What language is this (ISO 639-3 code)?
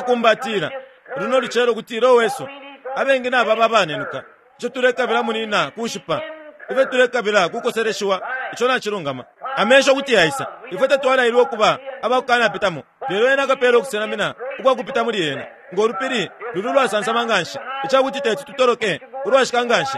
bem